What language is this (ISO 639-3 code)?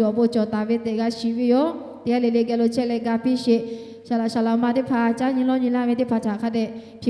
lhu